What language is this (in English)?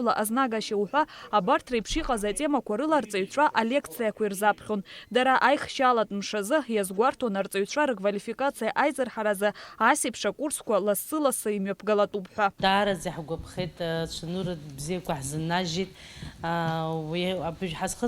Abkhazian